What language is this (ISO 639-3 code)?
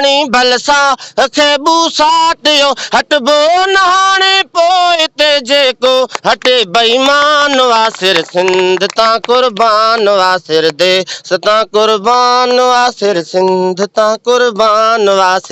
snd